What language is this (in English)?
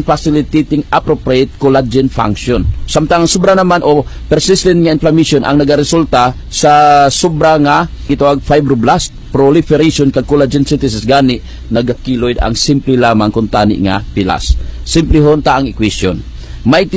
Hiligaynon